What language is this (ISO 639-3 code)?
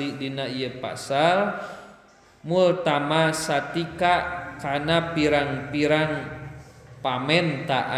sun